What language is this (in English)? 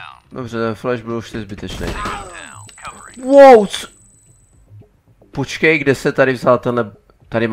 Czech